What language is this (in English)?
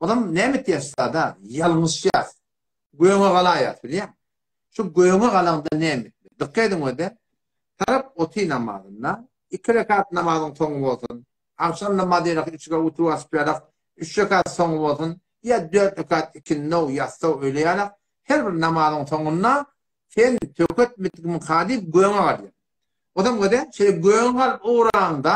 Turkmen